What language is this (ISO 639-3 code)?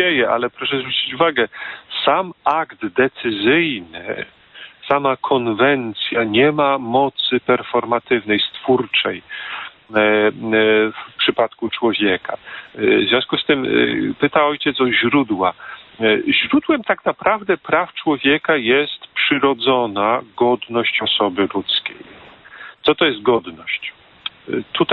pol